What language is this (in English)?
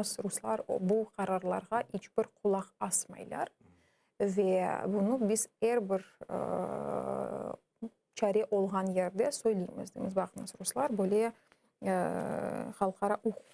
Crimean Tatar